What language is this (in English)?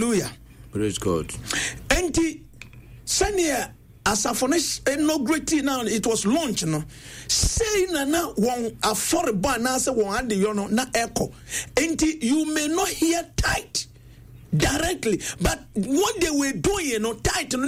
Akan